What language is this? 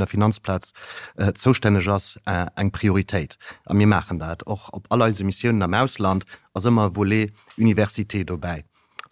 Luxembourgish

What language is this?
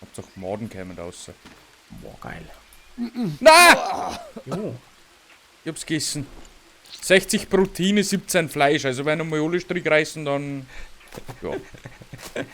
Bavarian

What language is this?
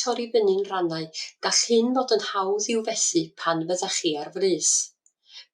Welsh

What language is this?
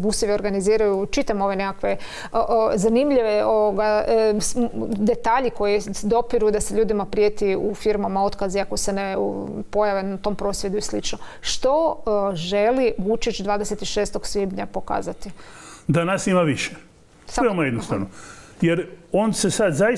Croatian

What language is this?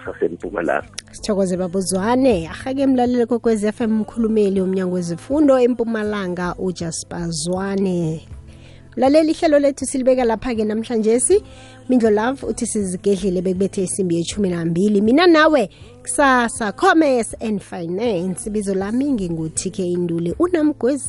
South Ndebele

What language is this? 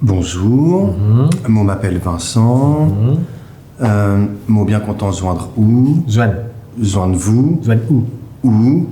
Morisyen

